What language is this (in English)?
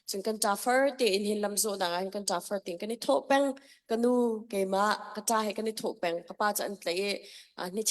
Hakha Chin